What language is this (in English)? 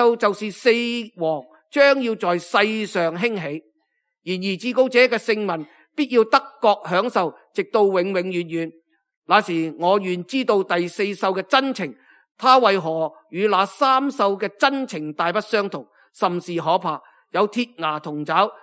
Cantonese